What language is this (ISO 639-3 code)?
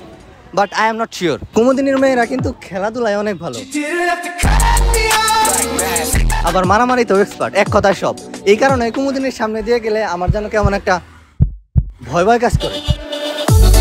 ben